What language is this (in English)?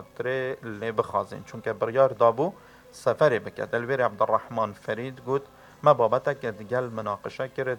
Kurdish